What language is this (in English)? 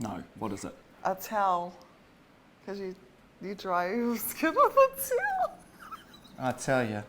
Māori